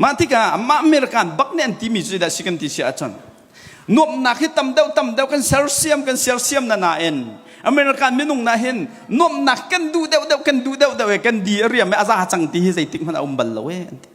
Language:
Hakha Chin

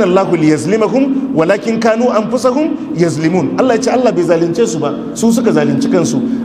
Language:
Hausa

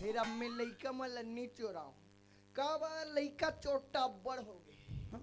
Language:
Chhattisgarhi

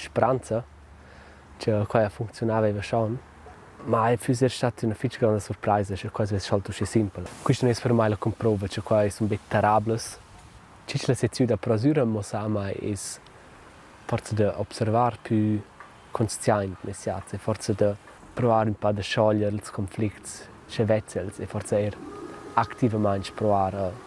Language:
Romansh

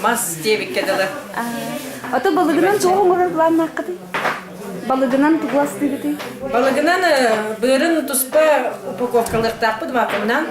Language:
Yakut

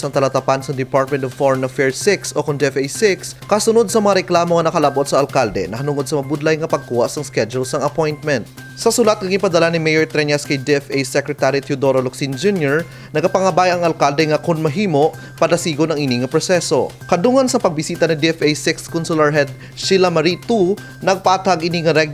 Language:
Hiligaynon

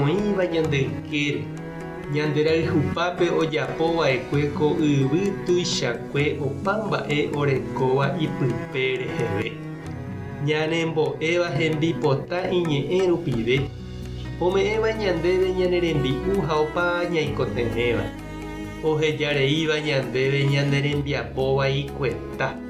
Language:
Guarani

